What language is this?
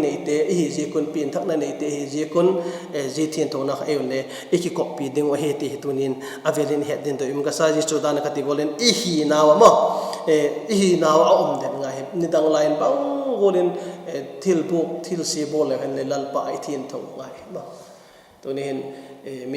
Vaiphei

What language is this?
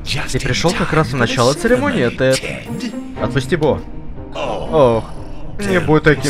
Russian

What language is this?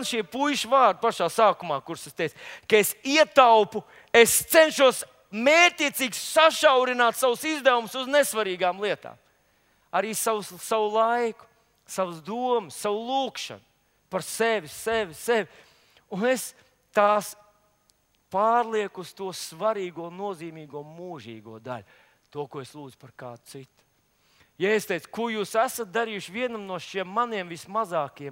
Latvian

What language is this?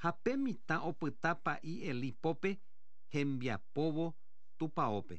Guarani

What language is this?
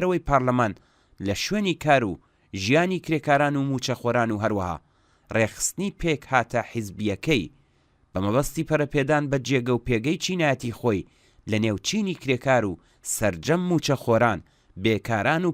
Central Kurdish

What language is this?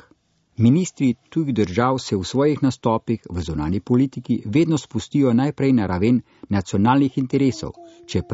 Slovenian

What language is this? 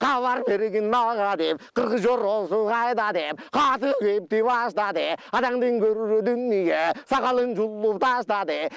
Kyrgyz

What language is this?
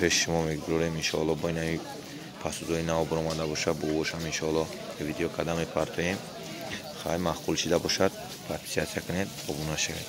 Tajik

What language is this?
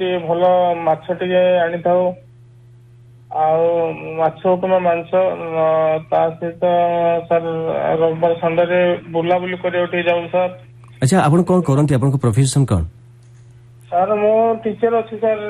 Odia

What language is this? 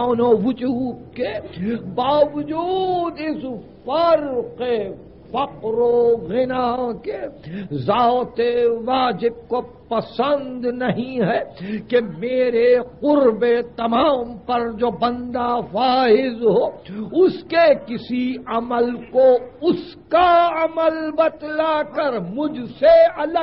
Urdu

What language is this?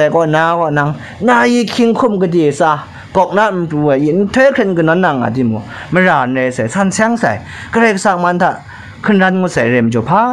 Kachin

